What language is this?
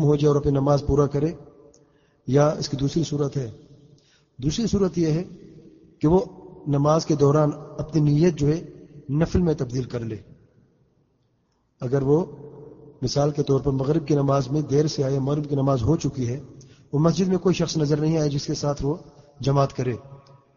Urdu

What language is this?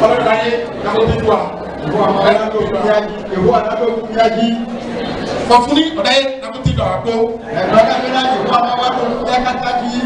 Ifè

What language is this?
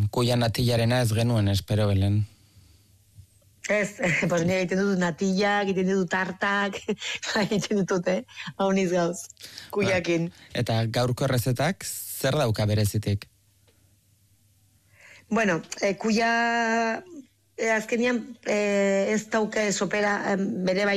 Basque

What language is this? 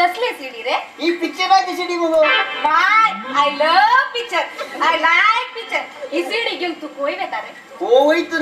Konkani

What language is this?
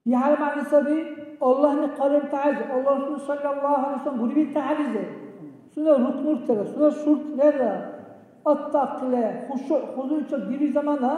Dargwa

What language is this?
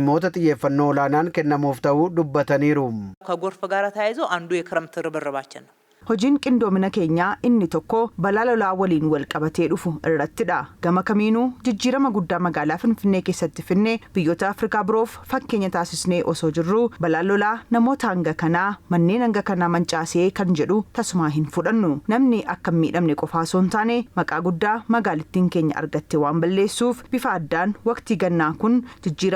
Oromo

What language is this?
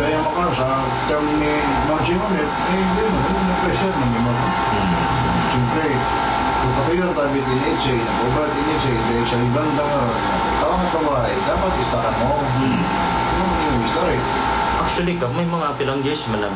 Filipino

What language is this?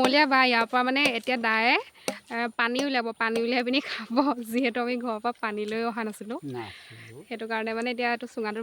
Assamese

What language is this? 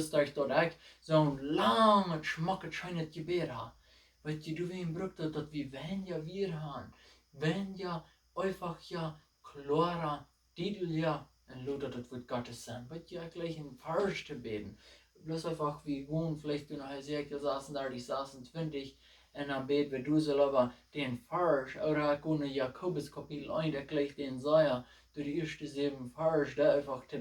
Plautdietsch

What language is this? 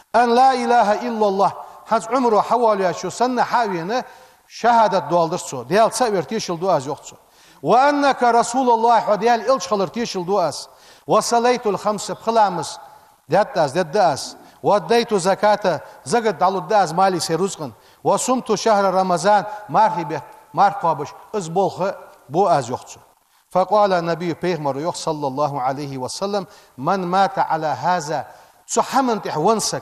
Ingush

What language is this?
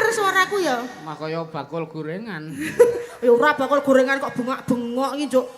Javanese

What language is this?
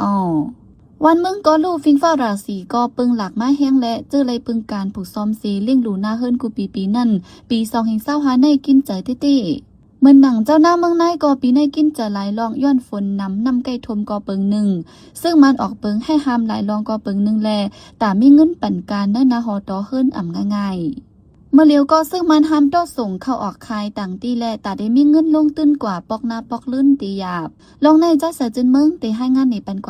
Shan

